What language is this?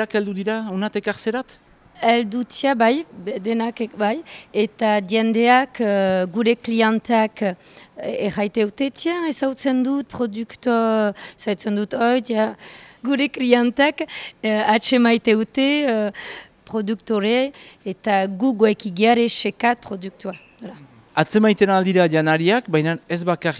Basque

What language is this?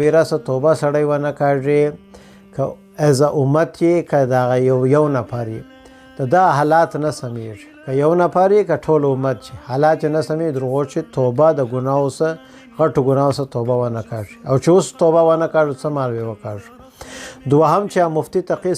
Pashto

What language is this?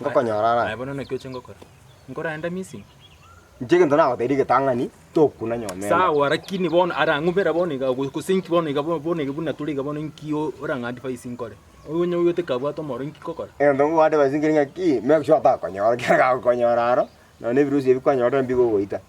Gusii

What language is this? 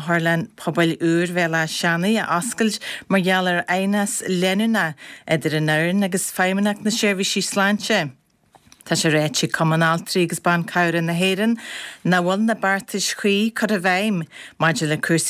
Irish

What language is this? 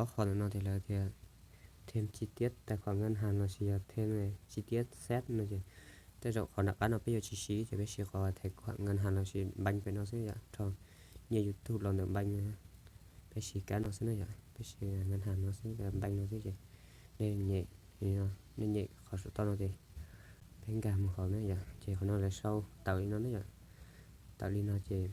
Hmong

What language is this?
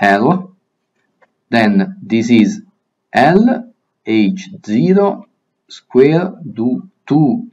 Latin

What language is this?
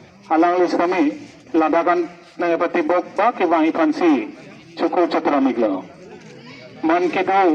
Karbi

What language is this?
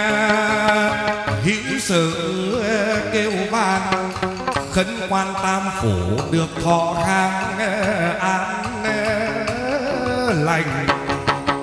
Vietnamese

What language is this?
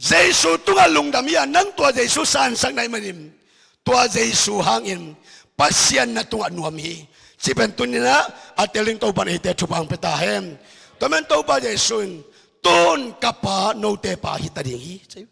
Tedim Chin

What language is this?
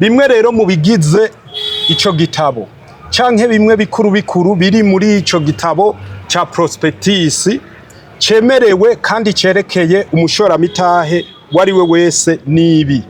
Rundi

